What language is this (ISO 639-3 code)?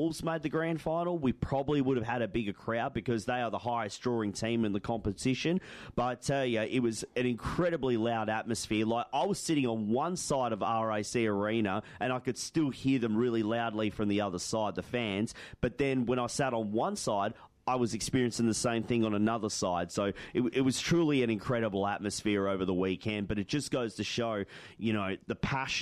eng